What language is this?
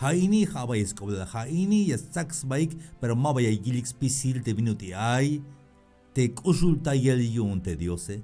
Tzeltal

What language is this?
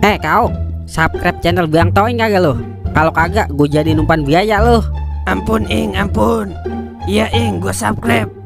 Betawi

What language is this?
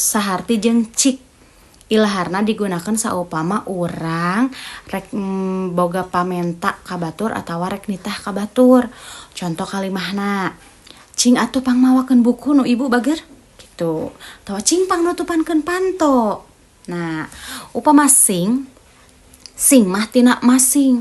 Sundanese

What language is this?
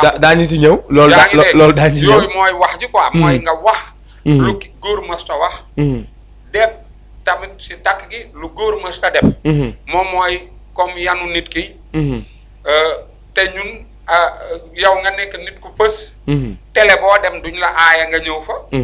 Wolof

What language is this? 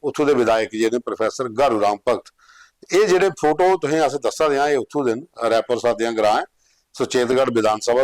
Dogri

